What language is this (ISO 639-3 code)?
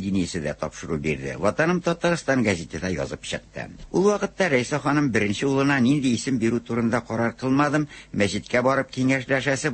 tat